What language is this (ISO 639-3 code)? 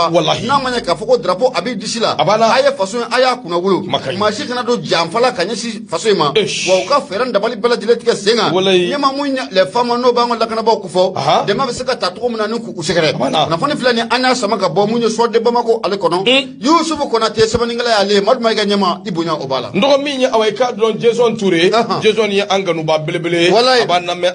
bam